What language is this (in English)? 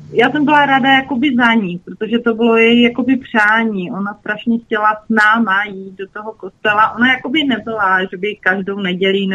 Czech